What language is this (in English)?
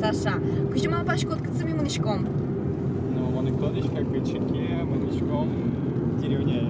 Udmurt